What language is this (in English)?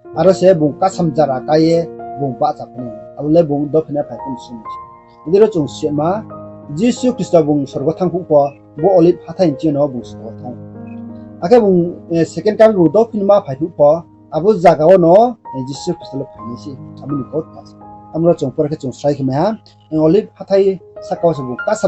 Riang (India)